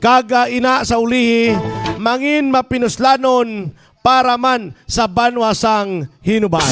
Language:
Hiligaynon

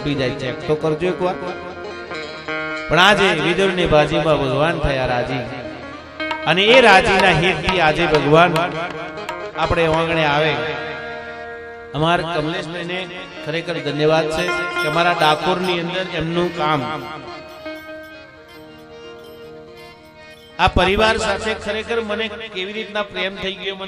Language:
Gujarati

